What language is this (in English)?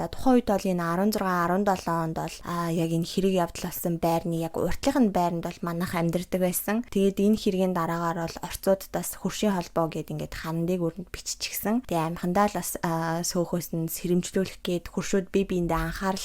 Mongolian